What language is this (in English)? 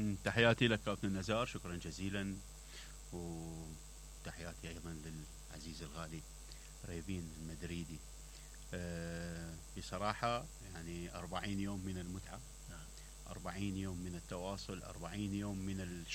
Mesopotamian Arabic